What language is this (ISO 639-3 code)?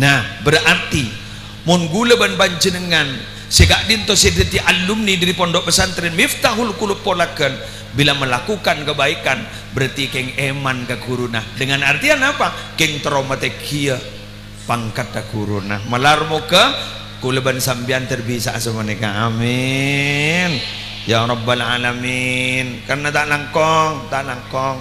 mad